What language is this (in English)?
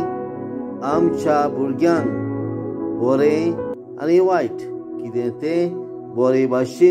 Konkani